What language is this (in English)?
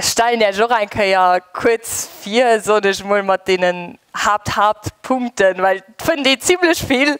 Luxembourgish